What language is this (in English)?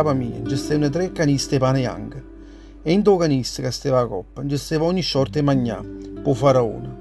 Neapolitan